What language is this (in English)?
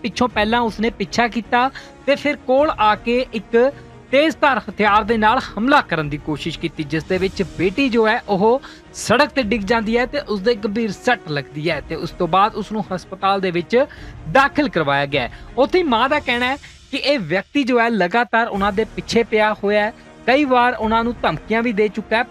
Punjabi